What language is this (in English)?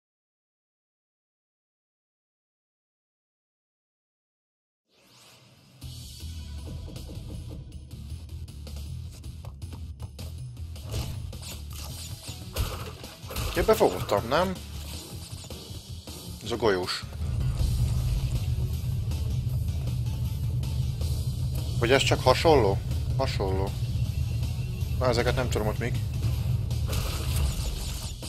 Hungarian